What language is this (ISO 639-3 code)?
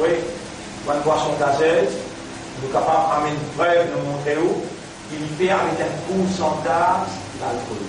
mfe